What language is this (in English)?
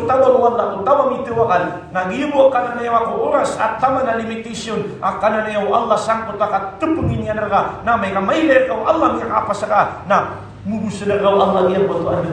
Maranao